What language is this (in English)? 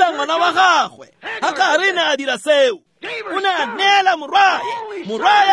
Tswana